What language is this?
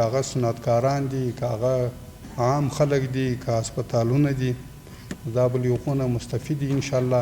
Pashto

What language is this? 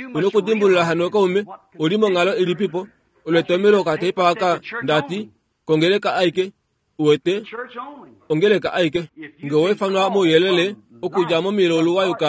Kuanyama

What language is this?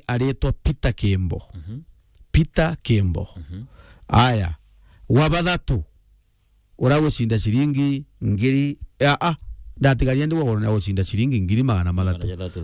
Meru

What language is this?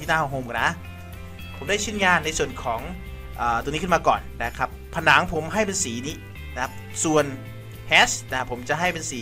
Thai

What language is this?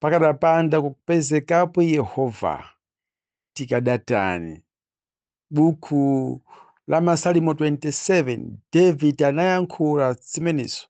Nyanja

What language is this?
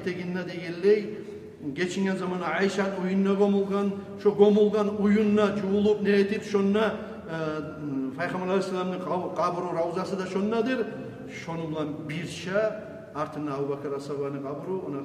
Kumyk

